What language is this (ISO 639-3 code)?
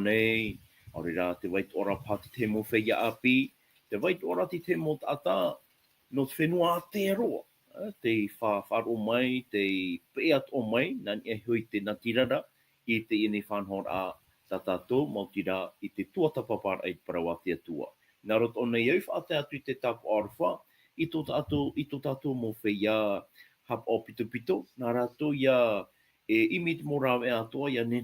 tah